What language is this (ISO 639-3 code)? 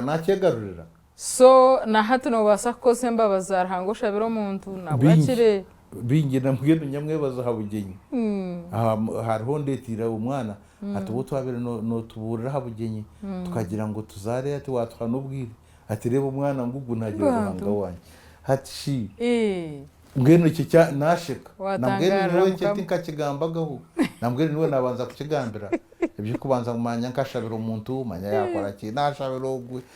nyn